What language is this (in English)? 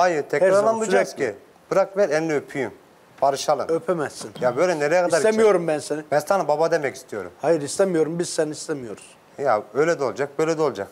Turkish